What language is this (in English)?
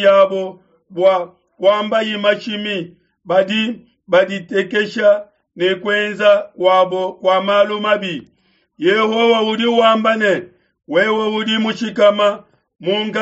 Luba-Lulua